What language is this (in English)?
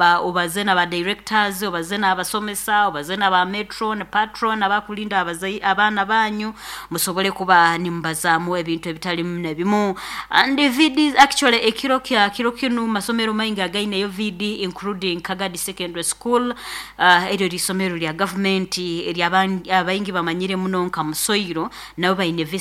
Nyoro